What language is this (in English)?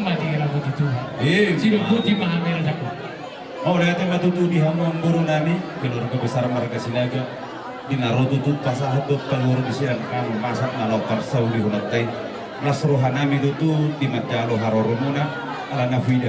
Batak Toba